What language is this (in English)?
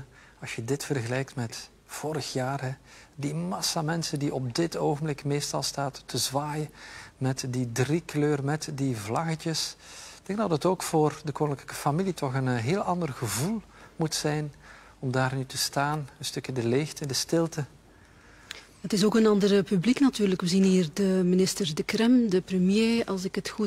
Dutch